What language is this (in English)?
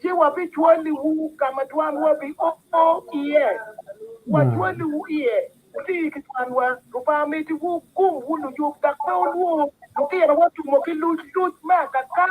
Acoli